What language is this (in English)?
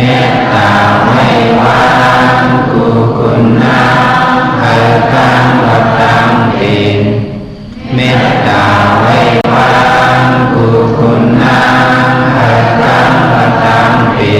Shan